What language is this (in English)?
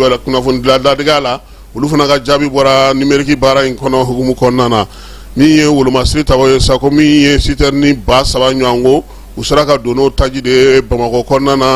Bambara